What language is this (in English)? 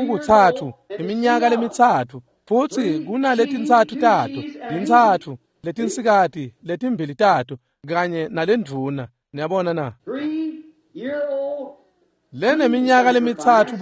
Swati